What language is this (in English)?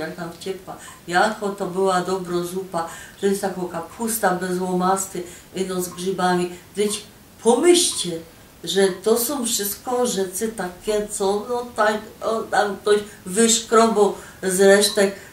Silesian